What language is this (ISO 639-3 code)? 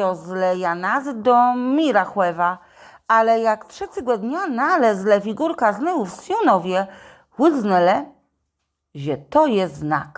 csb